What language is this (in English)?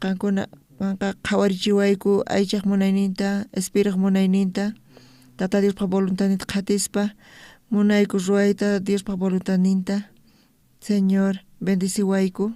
South Bolivian Quechua